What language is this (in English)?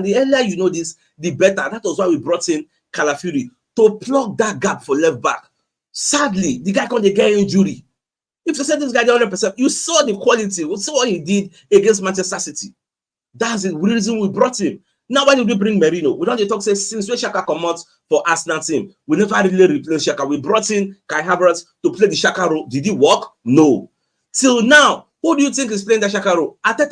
Nigerian Pidgin